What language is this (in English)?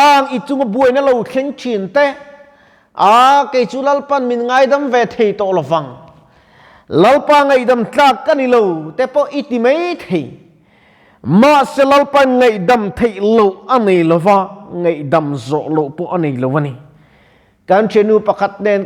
Mizo